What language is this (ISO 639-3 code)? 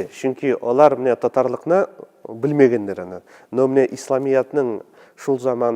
tat